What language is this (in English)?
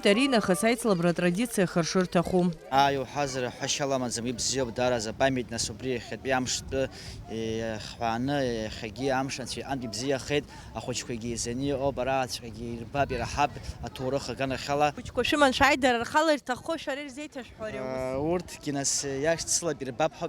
Abkhazian